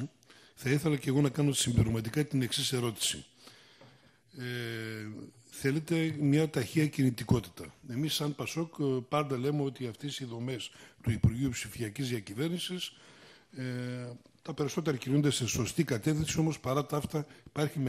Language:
Greek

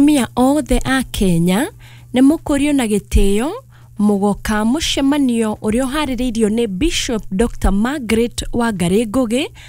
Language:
Kikuyu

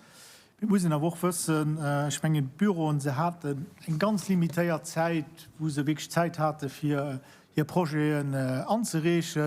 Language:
Luxembourgish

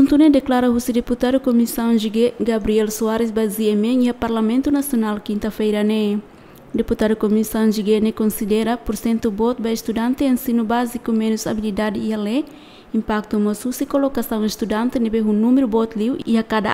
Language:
Tetum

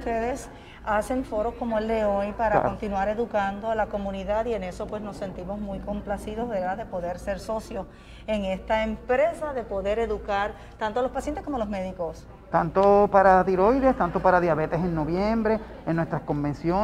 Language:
Spanish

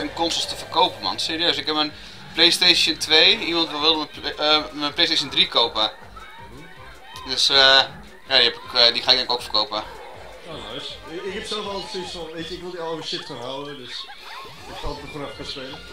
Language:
Dutch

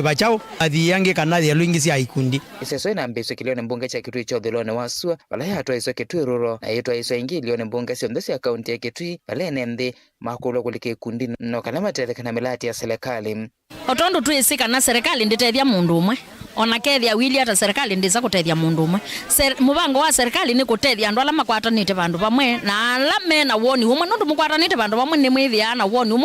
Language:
Kamba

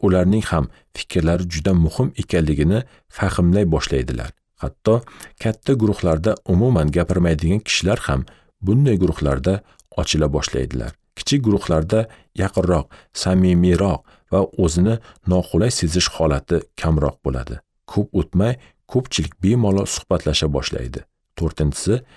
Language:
Uzbek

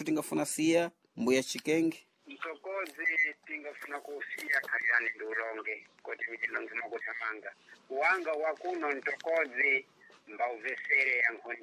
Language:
Sena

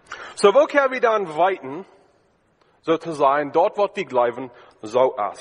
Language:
German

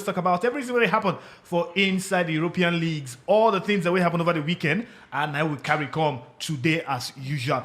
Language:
Nigerian Pidgin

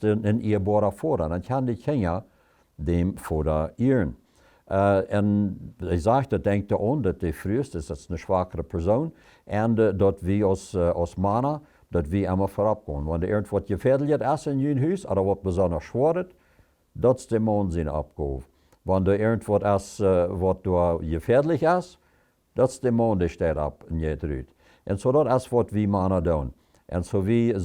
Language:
Plautdietsch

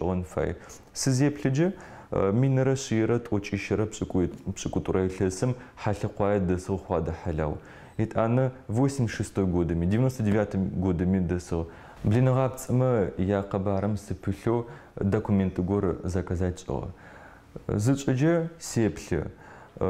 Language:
Adyghe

